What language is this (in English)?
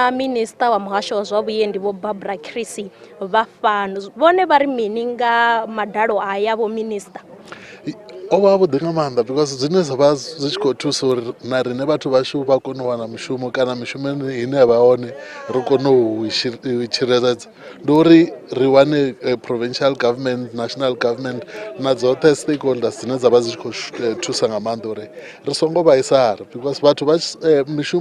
Venda